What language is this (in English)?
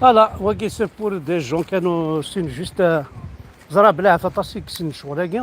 Kabyle